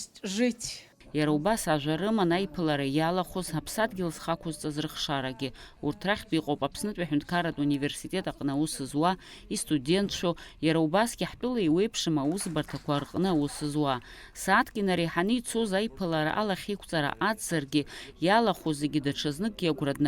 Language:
Abkhazian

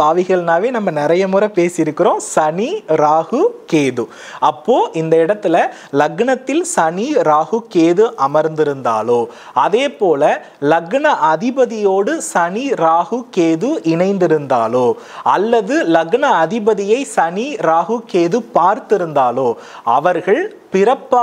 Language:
Tamil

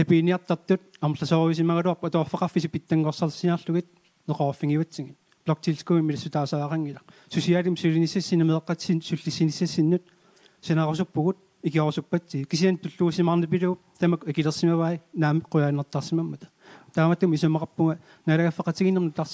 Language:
Kalaallisut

